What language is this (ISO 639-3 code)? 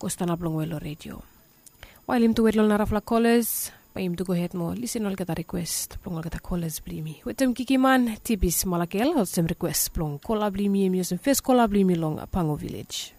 bis